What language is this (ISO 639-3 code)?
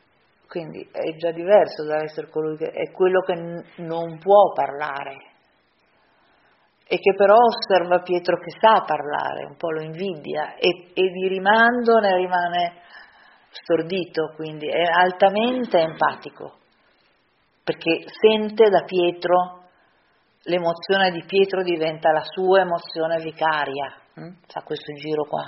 ita